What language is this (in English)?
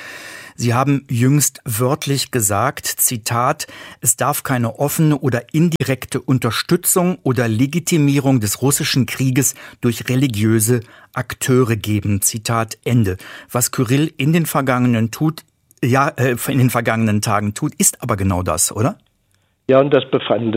German